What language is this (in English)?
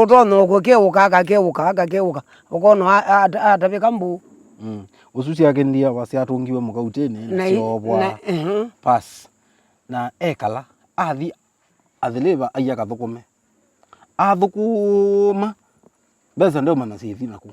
Kamba